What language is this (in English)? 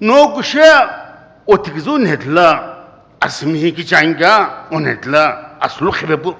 Sumi Naga